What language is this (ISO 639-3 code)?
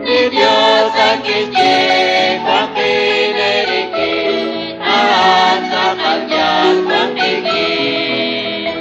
kek